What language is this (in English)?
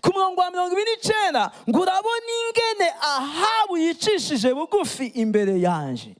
Rundi